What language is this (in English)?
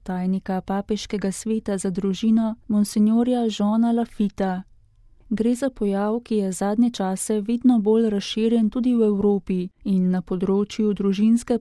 Slovenian